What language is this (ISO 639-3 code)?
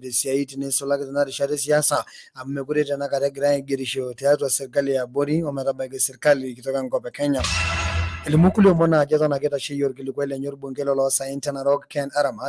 mas